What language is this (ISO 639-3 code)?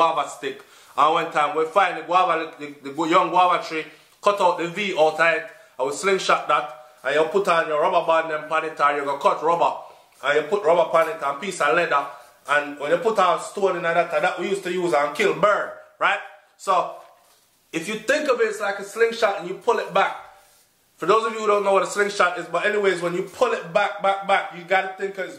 jam